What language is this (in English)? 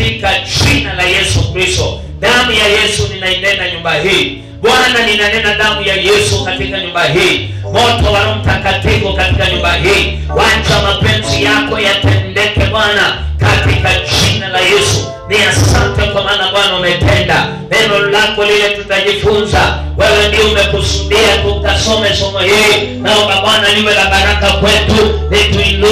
Swahili